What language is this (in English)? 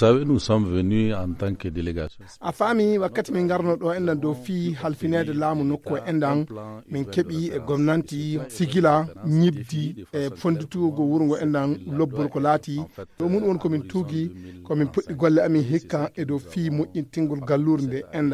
Fula